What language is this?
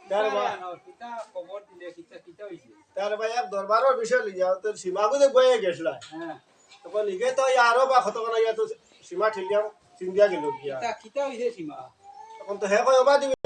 Sylheti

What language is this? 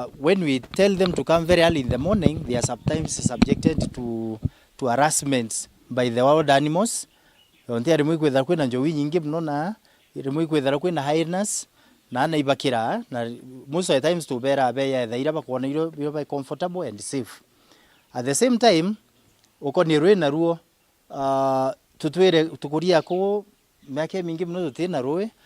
Meru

